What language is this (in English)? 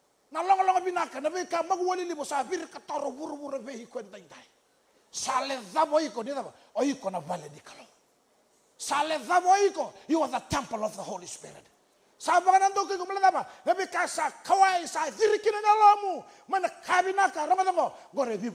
Fijian